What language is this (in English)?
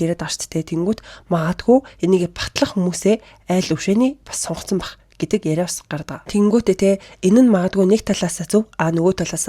Mongolian